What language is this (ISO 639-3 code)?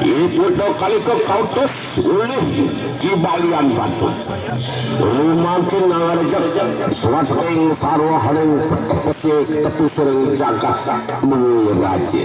ban